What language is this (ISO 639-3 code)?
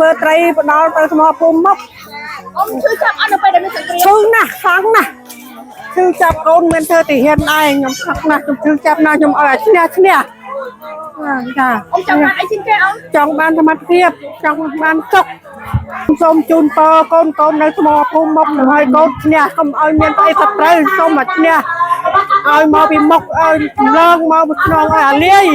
khm